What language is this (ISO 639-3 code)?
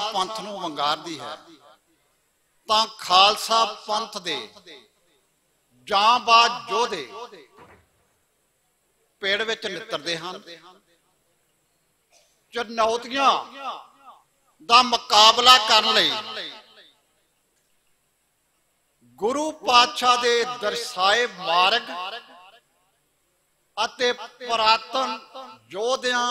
pan